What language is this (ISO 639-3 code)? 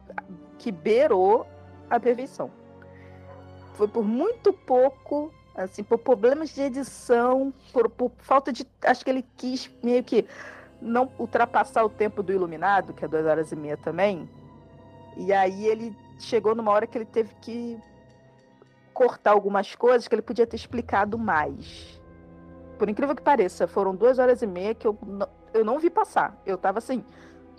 por